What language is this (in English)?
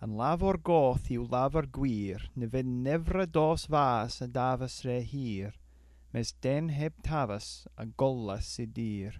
Cornish